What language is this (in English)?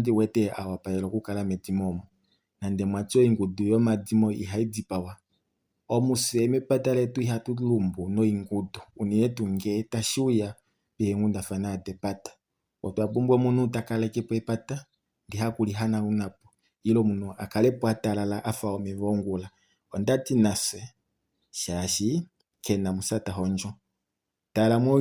Kuanyama